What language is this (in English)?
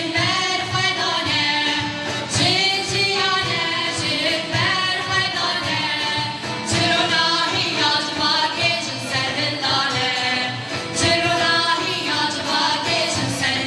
Kurdish